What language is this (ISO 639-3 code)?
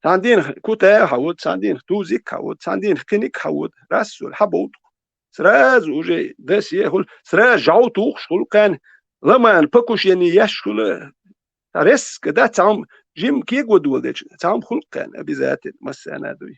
che